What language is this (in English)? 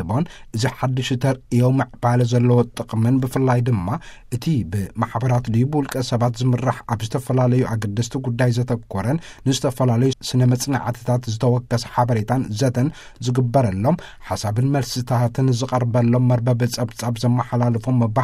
Tigrinya